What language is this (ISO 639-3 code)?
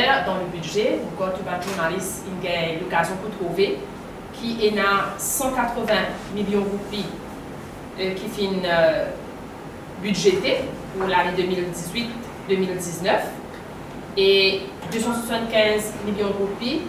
mfe